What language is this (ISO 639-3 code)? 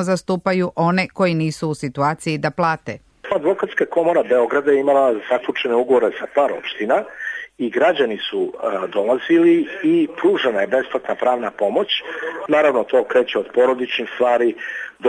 srp